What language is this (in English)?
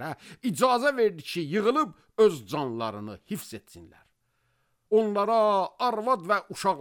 Azerbaijani